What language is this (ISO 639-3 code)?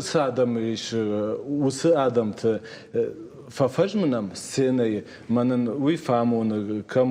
oss